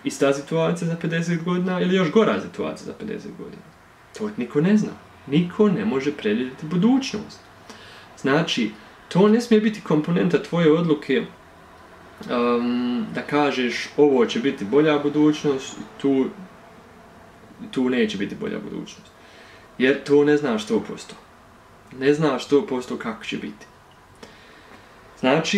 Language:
Bosnian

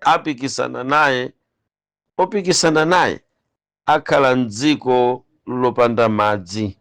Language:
Nyanja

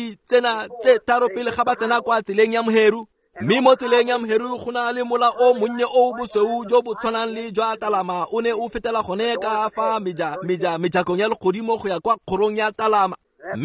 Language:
Tswana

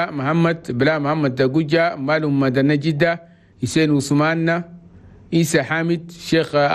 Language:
Chadian Arabic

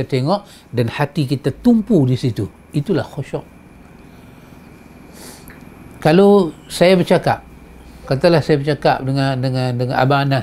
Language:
Malay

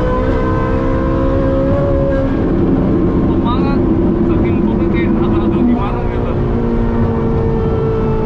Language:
Indonesian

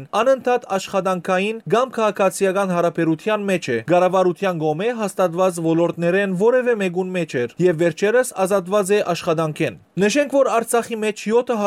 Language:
Western Armenian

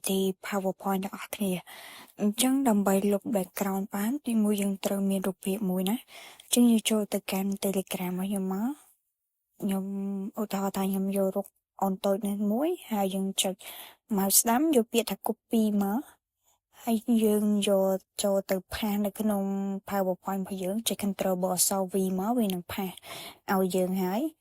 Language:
Khmer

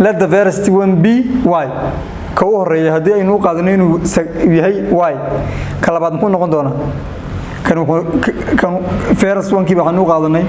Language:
Somali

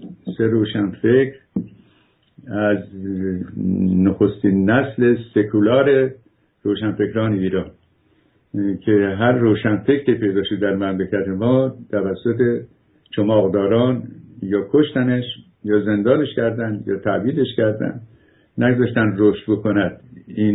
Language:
Persian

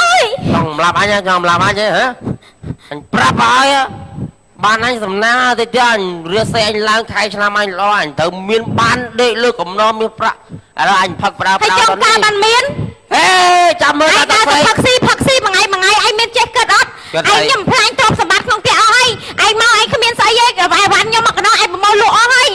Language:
Khmer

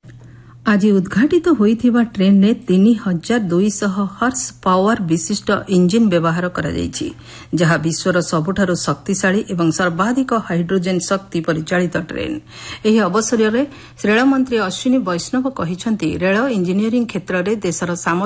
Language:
Odia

